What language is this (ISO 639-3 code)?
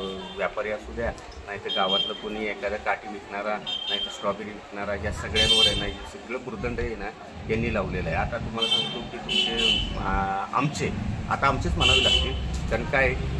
mar